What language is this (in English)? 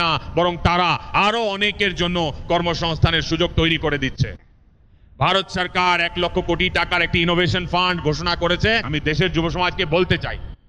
Bangla